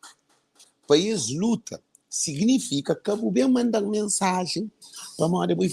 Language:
Kabuverdianu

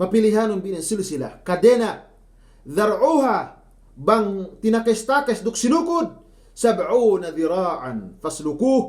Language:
Yakan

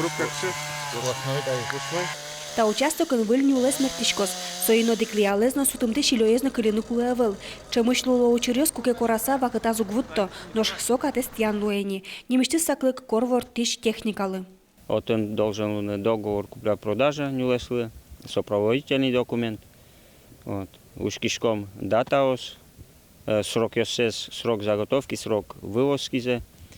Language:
Udmurt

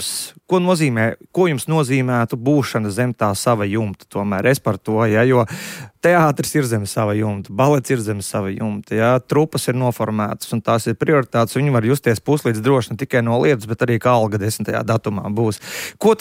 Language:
Latvian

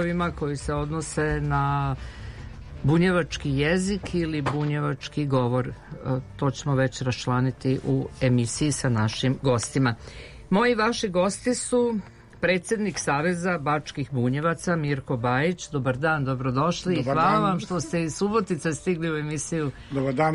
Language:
Serbian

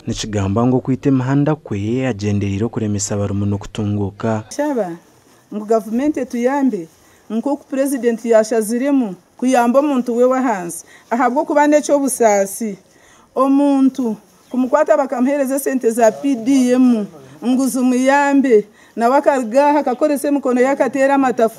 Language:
Nyankole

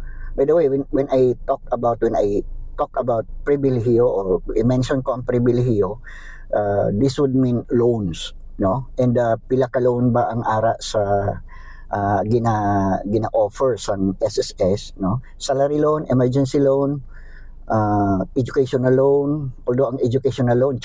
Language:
Hiligaynon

